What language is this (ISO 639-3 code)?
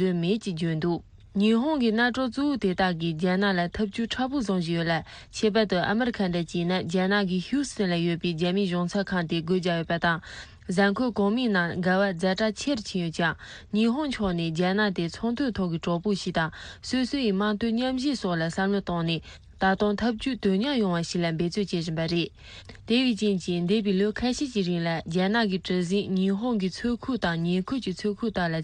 bod